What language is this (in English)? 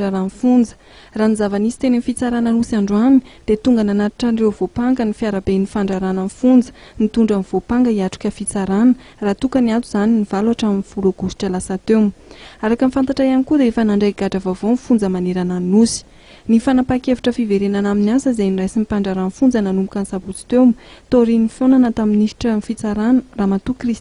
Malagasy